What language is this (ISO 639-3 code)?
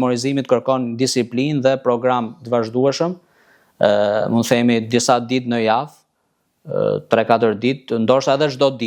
sqi